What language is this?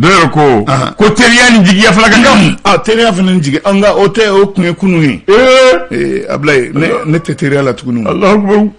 Bambara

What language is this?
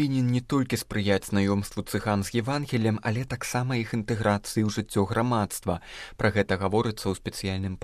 Belarusian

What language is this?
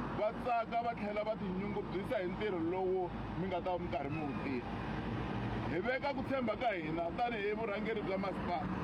Tsonga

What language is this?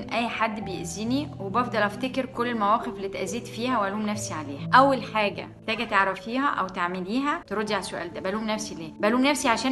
Egyptian Arabic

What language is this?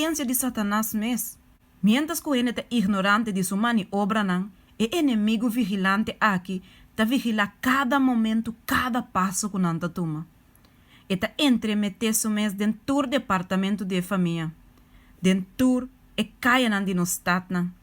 Papiamento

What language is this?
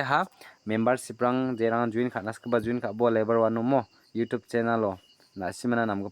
Garo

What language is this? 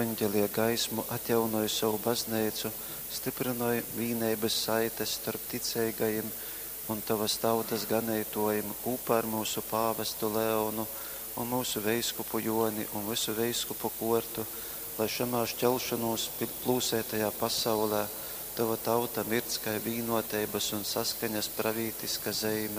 Latgalian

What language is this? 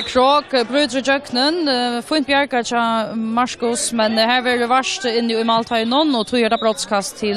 Faroese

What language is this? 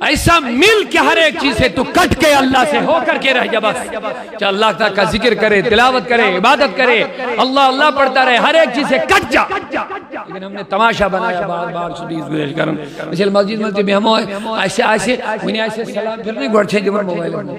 Kashmiri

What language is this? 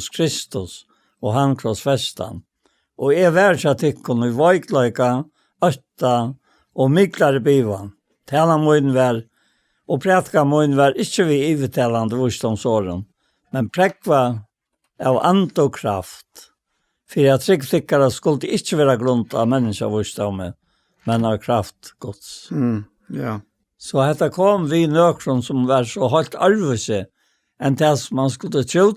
Faroese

